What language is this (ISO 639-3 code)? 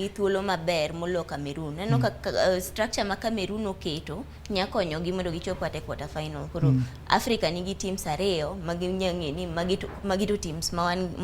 luo